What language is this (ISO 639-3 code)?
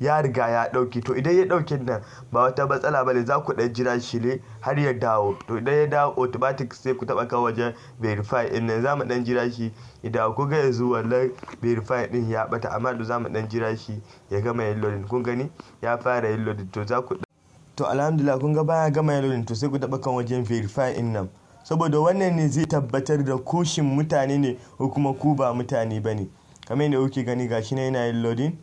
hau